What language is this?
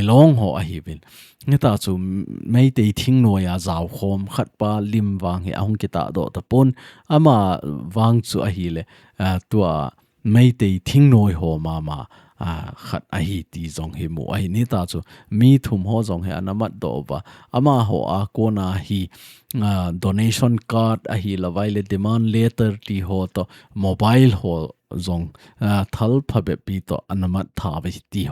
Thado Chin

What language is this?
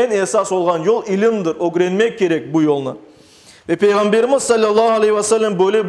Crimean Tatar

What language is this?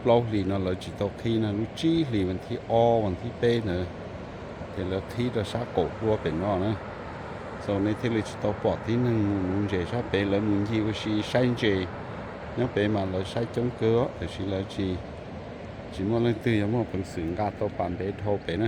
Hmong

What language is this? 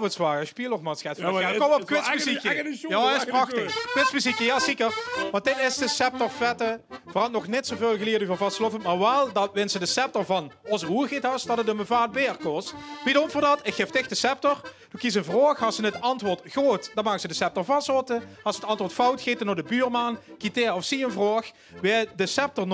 Limburgish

